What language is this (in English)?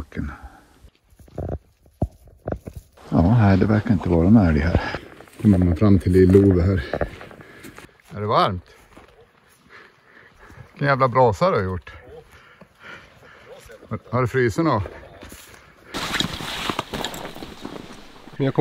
Swedish